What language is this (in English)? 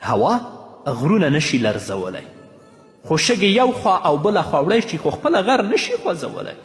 Pashto